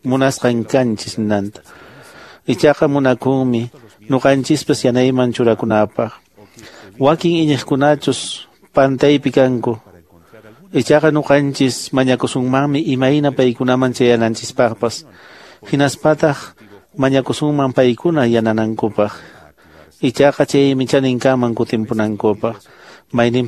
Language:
Quechua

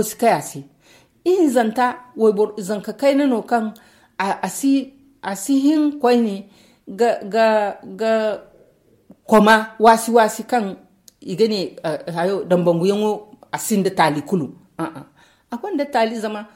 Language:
Zarma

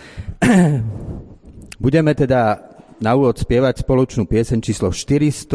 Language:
Slovak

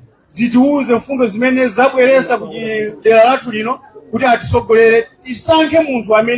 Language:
Nyanja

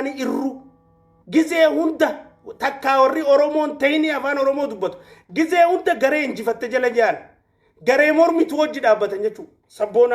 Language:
Oromo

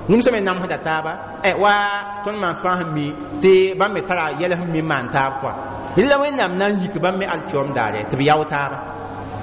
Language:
Mossi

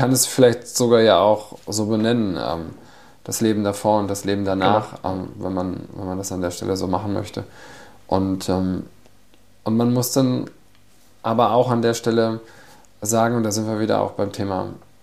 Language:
German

